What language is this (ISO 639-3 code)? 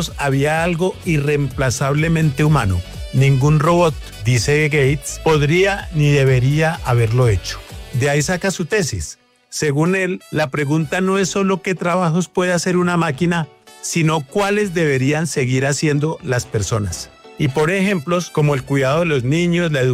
spa